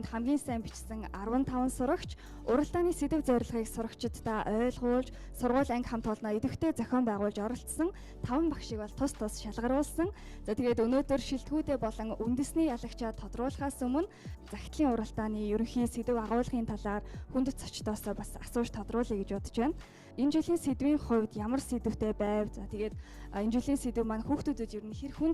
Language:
Mongolian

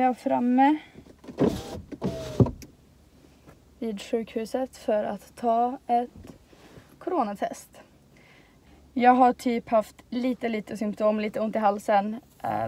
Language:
Swedish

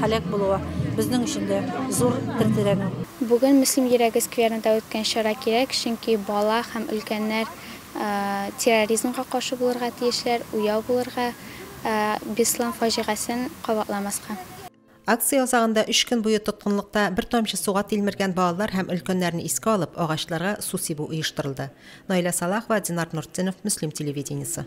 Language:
Tatar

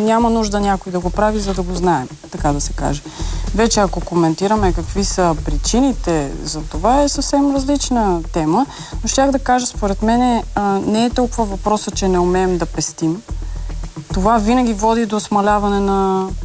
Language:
Bulgarian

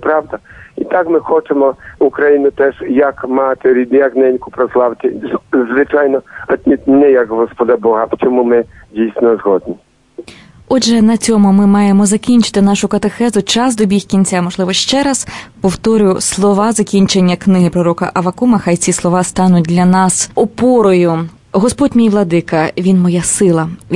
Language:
Ukrainian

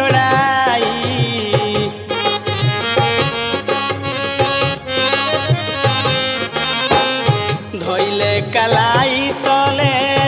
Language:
Bhojpuri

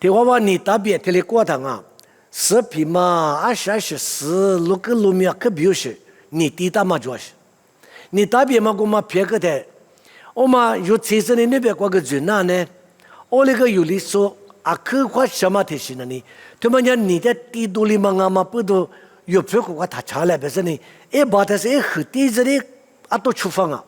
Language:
Lisu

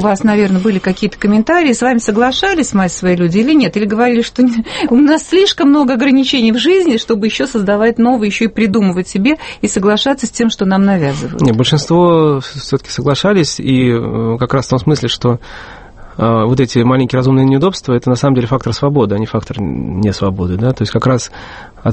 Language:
Russian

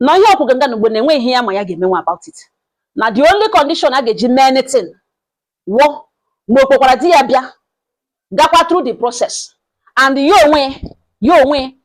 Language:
Igbo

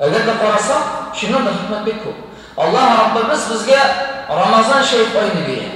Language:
Tatar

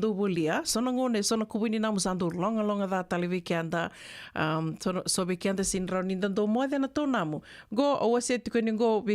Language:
Fijian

